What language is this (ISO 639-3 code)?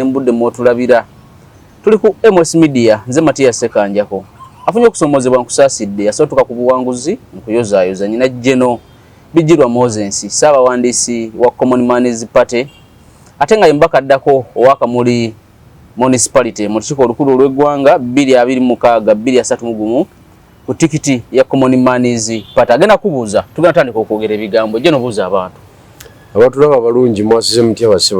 lug